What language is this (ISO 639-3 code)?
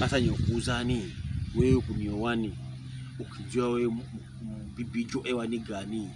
pkb